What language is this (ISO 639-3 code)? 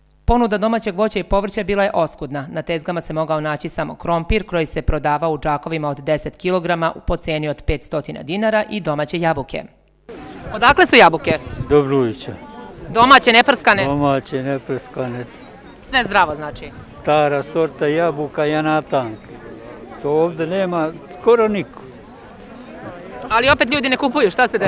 srp